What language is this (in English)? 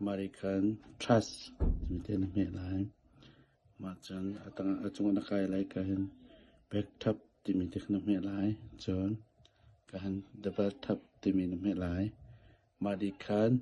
Hakha Chin